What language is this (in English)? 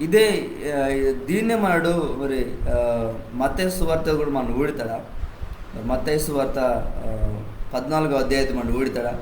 Koya